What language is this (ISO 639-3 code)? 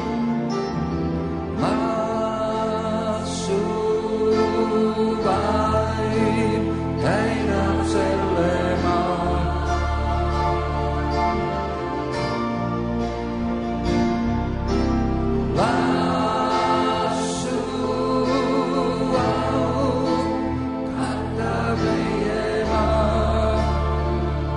est